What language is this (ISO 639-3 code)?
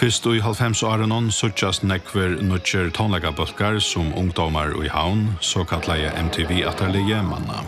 fao